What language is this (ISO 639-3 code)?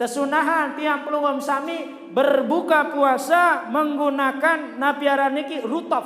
sas